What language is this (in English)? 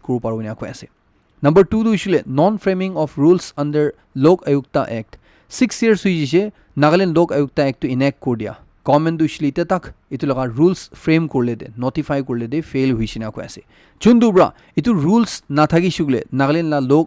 Naga Pidgin